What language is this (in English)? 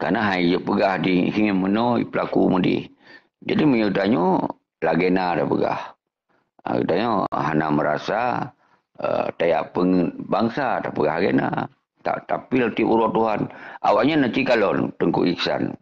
Achinese